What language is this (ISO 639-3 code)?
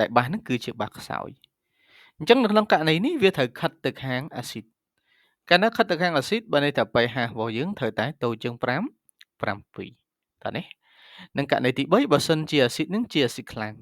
khm